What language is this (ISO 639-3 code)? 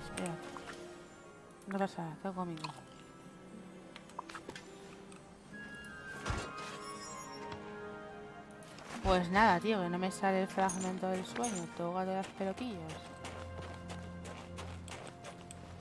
spa